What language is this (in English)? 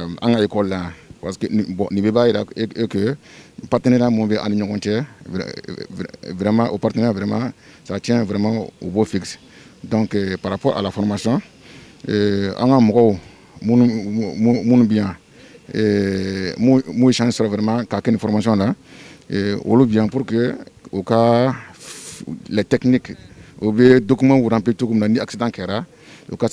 Bambara